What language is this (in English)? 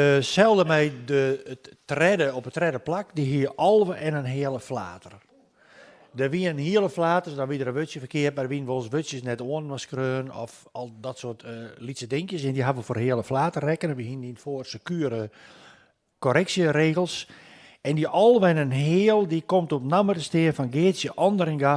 Western Frisian